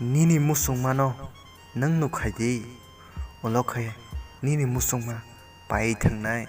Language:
Kok Borok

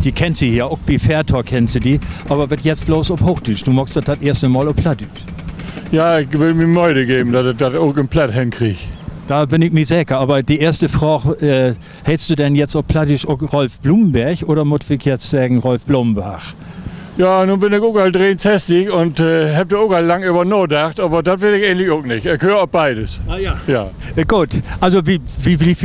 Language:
Low German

